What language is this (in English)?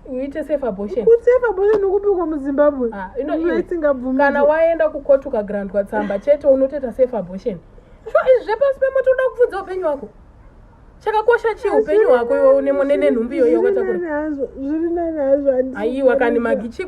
Shona